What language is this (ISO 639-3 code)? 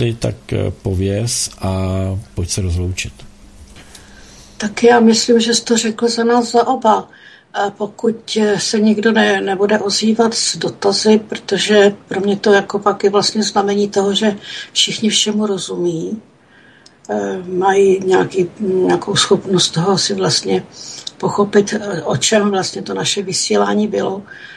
ces